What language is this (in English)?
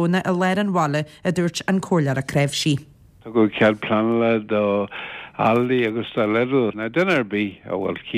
Irish